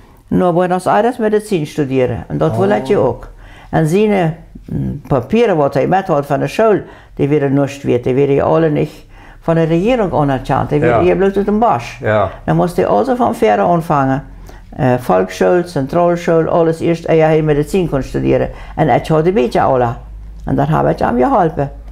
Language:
Plautdietsch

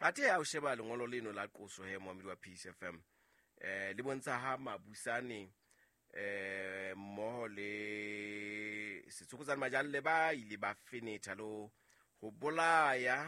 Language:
Southern Sotho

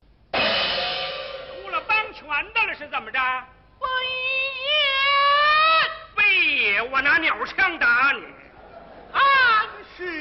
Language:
Chinese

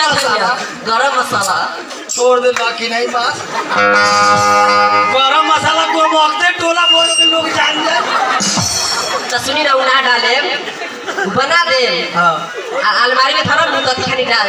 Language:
Bhojpuri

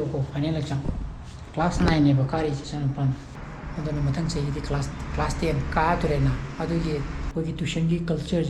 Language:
Manipuri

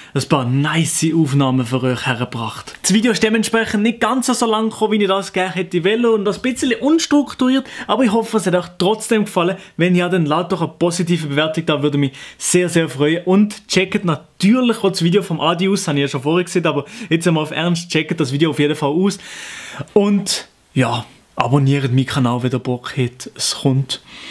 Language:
Swiss German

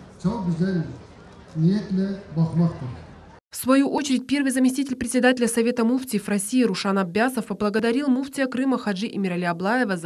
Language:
Crimean Tatar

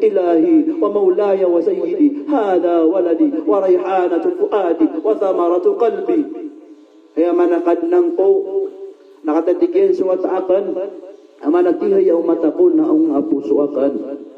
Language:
Maranao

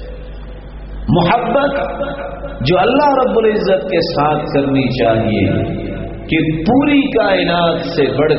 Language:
Urdu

